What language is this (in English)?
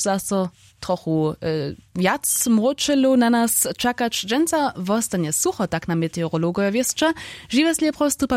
Upper Sorbian